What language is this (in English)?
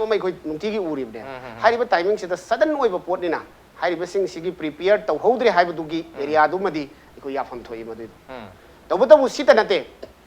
Manipuri